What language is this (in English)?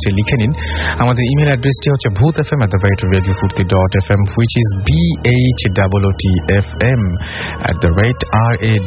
Bangla